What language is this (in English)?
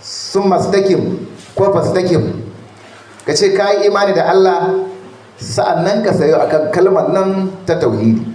Hausa